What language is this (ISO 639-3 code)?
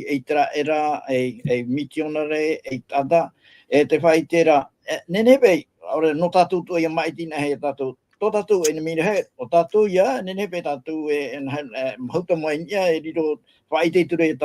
tah